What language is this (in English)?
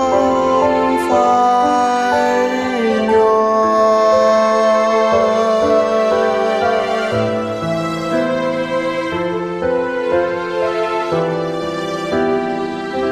Vietnamese